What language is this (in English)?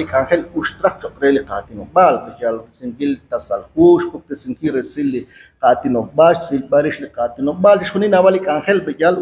Kekchí